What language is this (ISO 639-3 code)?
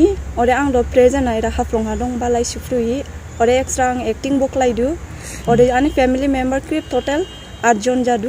dis